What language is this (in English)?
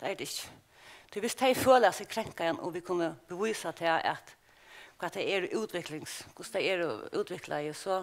Faroese